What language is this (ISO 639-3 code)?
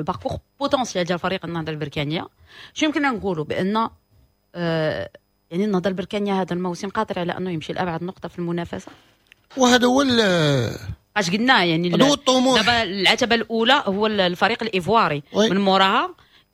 ary